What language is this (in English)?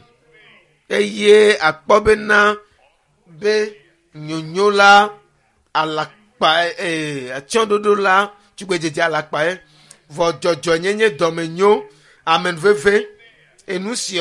Ewe